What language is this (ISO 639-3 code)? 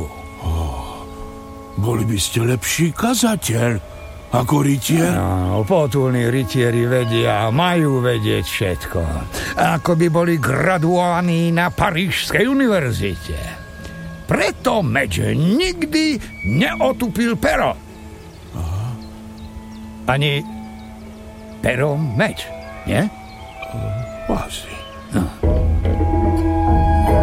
slk